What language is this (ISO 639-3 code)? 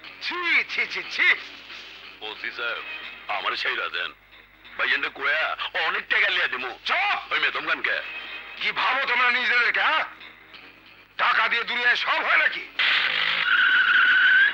ben